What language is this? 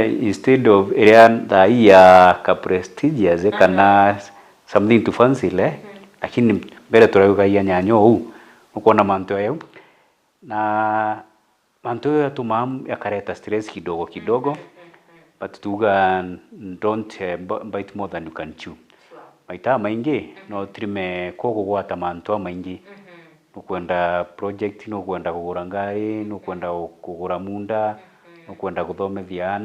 Meru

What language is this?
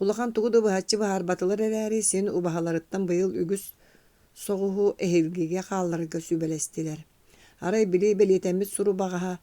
Yakut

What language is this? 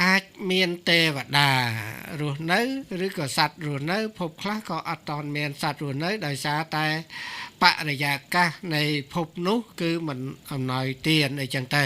Khmer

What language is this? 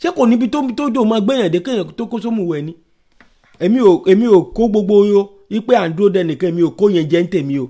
Yoruba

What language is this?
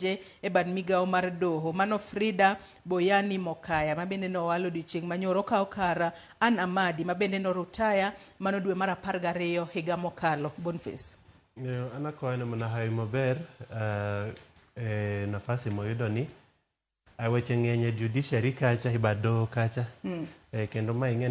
Luo (Kenya and Tanzania)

